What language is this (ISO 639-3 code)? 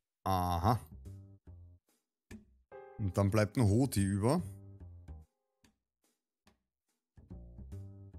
deu